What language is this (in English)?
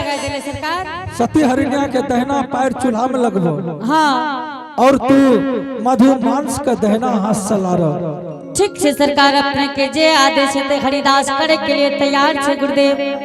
Angika